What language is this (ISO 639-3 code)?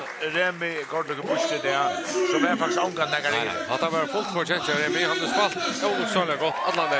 fao